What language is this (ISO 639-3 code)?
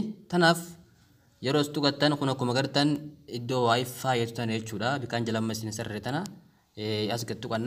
orm